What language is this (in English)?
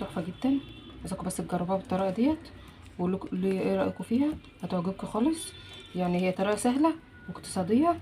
Egyptian Arabic